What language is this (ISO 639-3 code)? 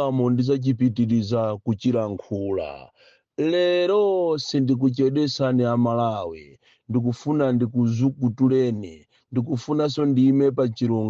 nya